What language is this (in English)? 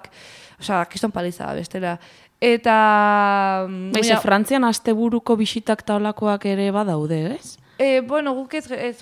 Basque